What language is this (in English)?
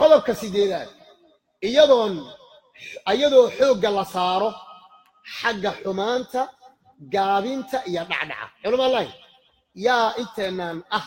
Somali